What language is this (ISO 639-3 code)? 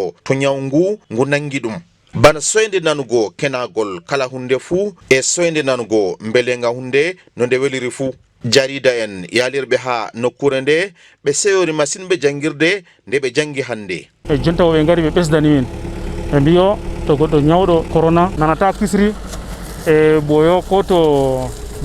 ful